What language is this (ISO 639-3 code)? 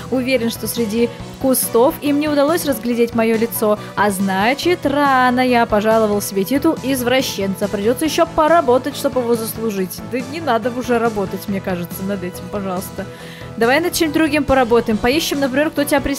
rus